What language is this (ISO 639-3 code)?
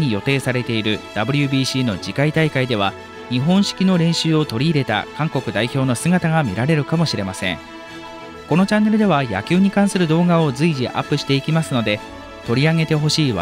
jpn